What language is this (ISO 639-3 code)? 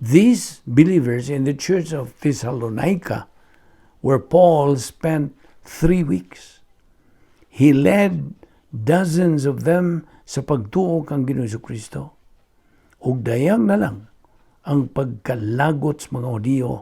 ceb